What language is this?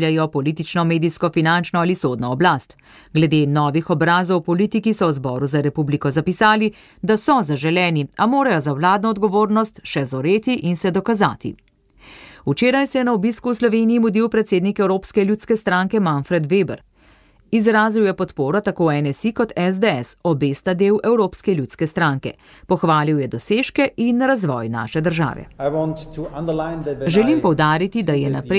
Slovenian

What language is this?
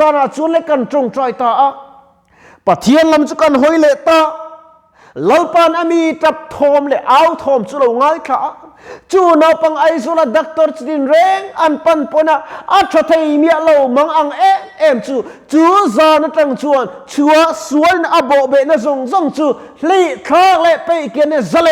Mizo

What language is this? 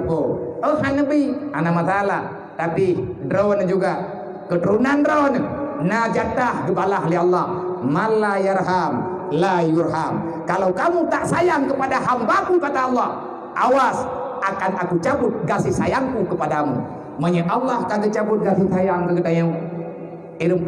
Achinese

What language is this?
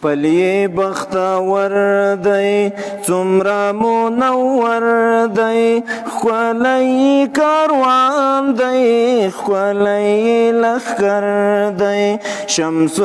Pashto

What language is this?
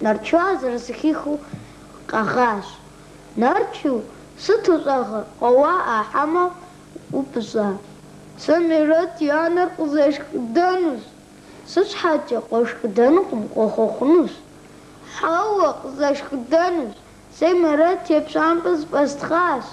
Kabardian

